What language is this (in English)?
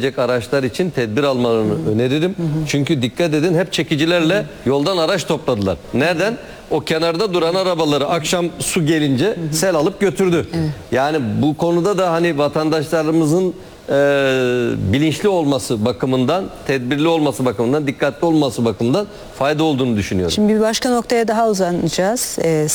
Turkish